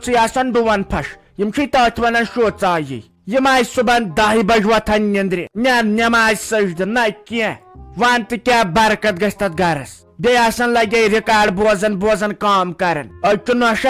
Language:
Kashmiri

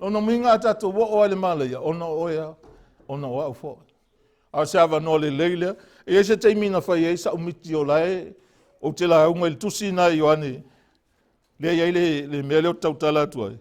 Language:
Samoan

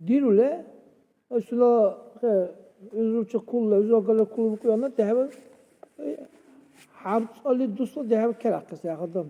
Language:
Dargwa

